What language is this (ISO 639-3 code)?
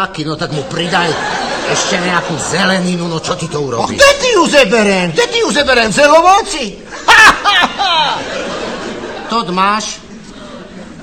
slk